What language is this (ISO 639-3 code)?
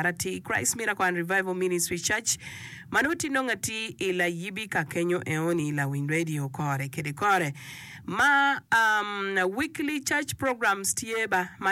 ach